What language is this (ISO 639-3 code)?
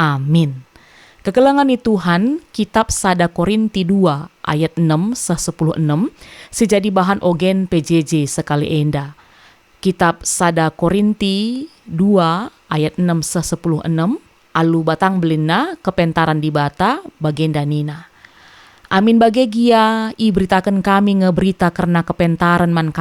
btx